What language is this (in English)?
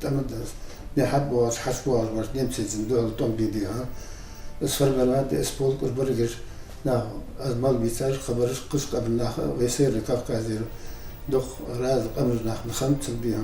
Ingush